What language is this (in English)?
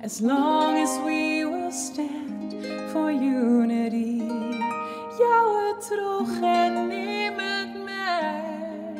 Western Frisian